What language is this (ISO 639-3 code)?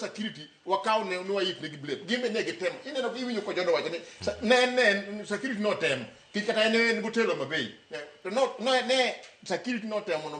luo